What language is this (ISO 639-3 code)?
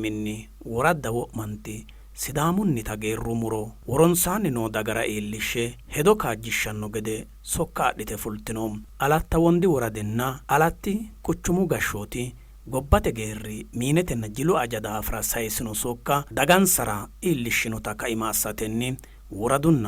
sid